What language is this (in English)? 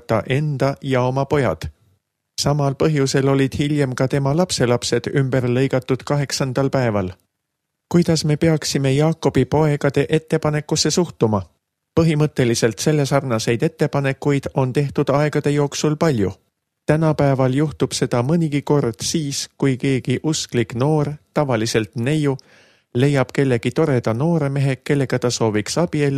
Estonian